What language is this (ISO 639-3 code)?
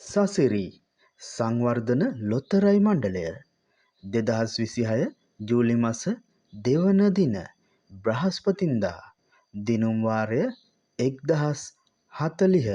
sin